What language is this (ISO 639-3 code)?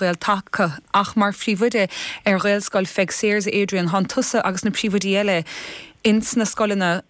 gle